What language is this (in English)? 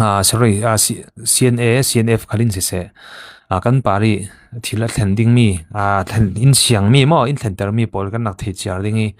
Falam Chin